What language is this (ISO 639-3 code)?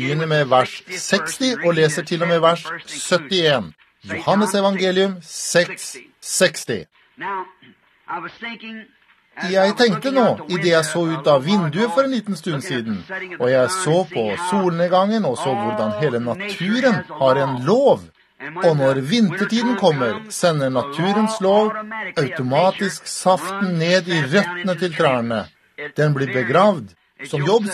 nor